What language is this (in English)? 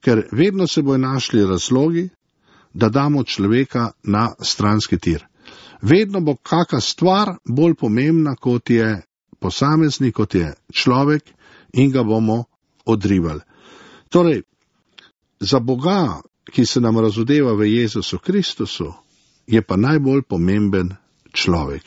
Slovenian